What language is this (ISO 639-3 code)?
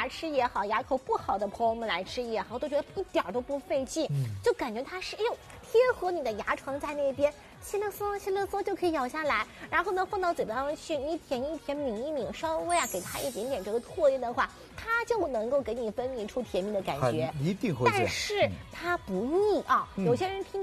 zho